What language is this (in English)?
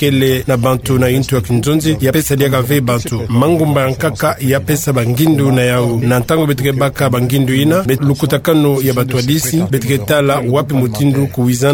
Kituba (Democratic Republic of Congo)